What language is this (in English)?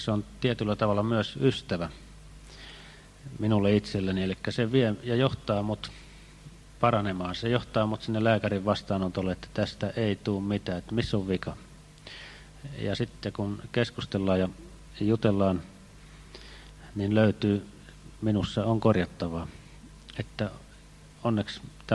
Finnish